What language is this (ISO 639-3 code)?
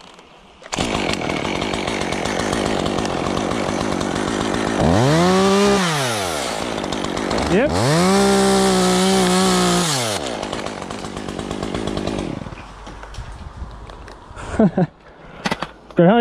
dan